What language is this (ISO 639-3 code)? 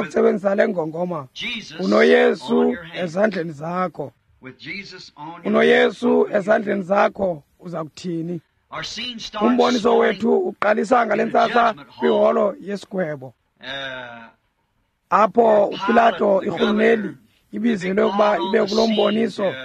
xho